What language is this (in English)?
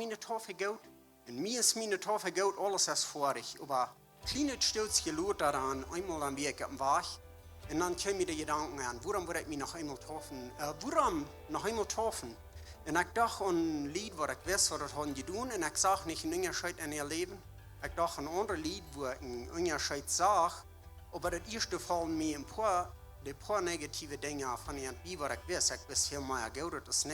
Plautdietsch